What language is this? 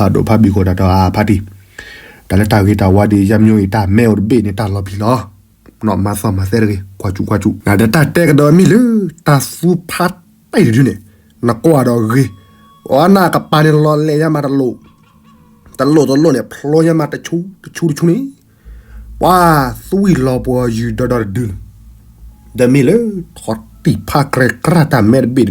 S'gaw Karen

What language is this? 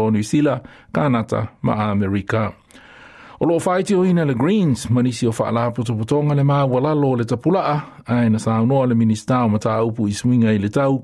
Samoan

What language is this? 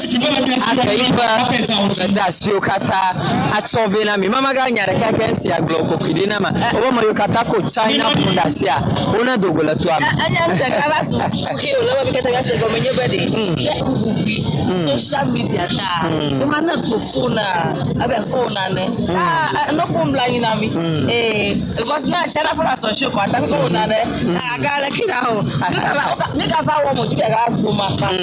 Ewe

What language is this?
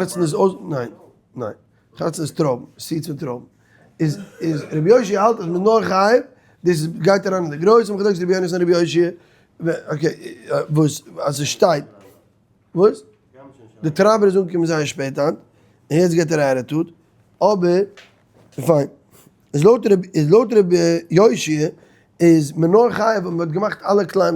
Yiddish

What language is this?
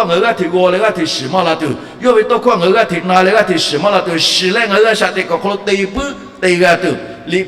Lahu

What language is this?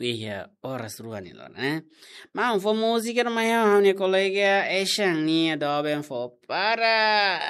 Tetum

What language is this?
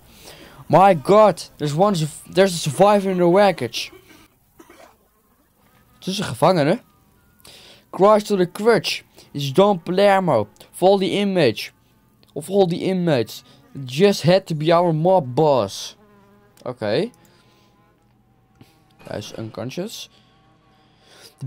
Dutch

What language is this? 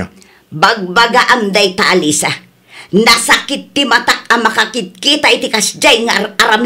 Iloko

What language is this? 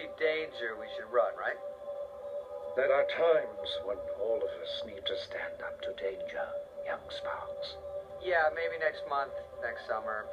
English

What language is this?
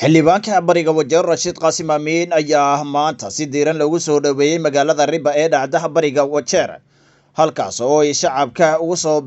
Somali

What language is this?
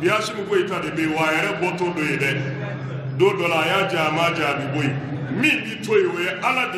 Bambara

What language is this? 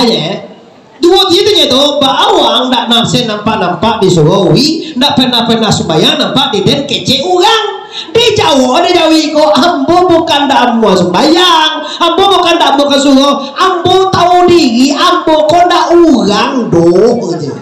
Minangkabau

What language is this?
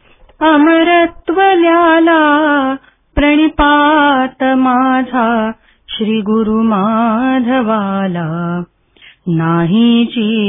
Marathi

